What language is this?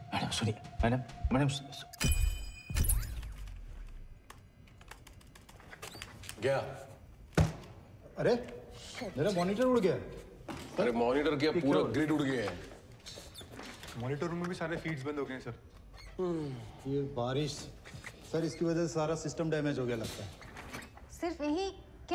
Hindi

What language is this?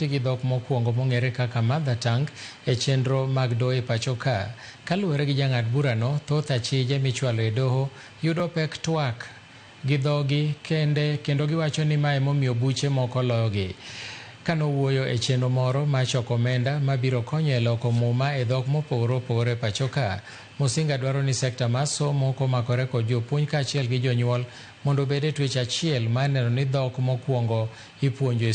Luo (Kenya and Tanzania)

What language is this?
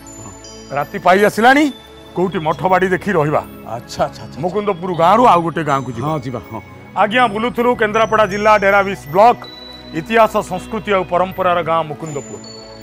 Odia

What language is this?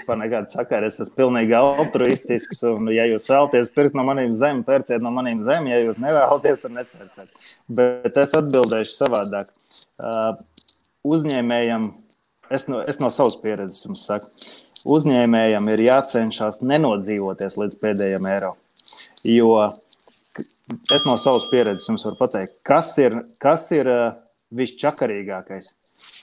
Latvian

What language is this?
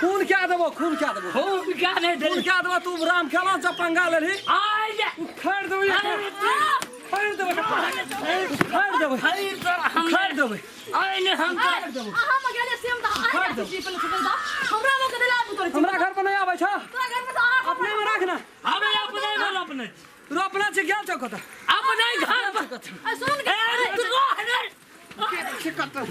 Maithili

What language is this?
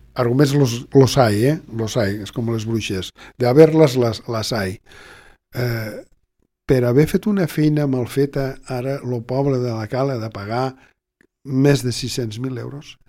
Catalan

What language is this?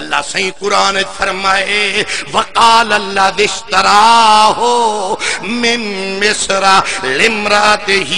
Saraiki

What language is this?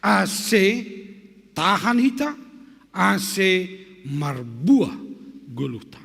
Batak Simalungun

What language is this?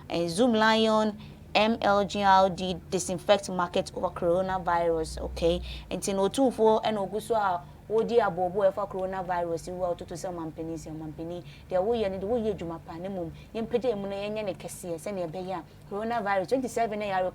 Akan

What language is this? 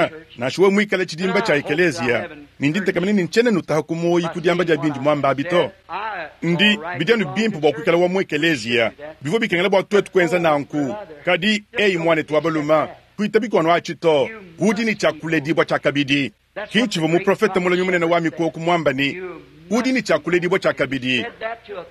Luba-Lulua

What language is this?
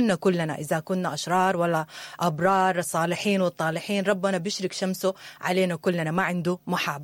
Sudanese Arabic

